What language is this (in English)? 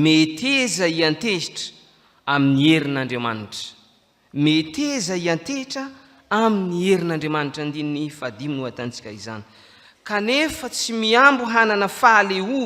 Malagasy